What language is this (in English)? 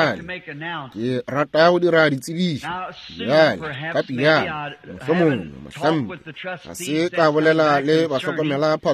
Northern Sotho